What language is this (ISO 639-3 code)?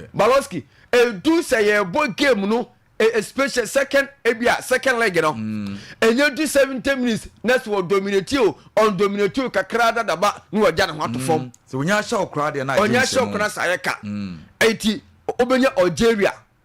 aka